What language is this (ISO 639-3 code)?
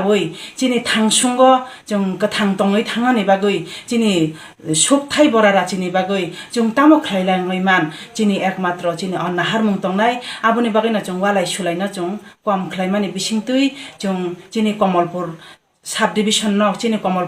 trp